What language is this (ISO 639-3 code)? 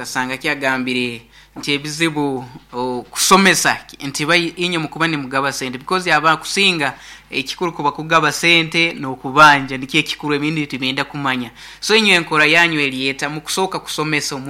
nyn